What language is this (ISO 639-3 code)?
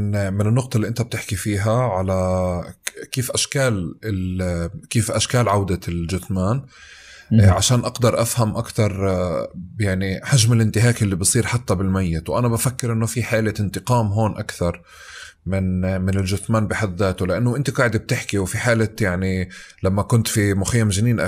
apc